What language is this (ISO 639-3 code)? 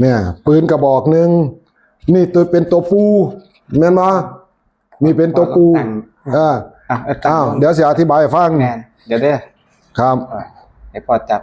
tts